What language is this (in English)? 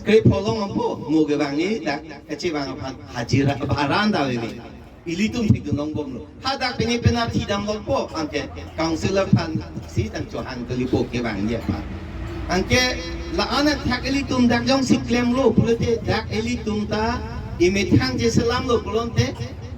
Karbi